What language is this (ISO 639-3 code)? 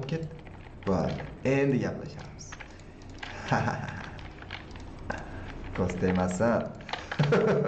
uzb